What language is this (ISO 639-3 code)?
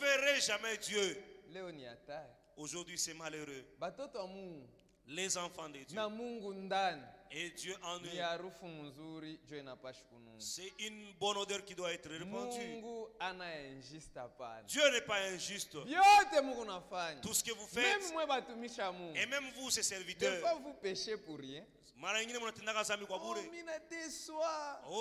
swa